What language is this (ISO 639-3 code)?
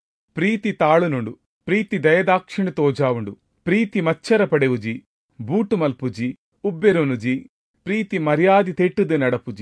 tcy